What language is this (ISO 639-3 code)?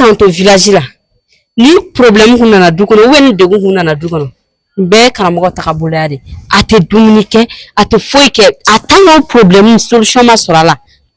bam